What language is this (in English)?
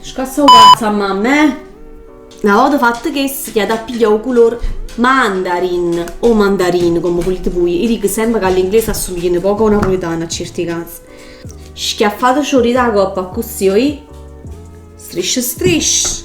Neapolitan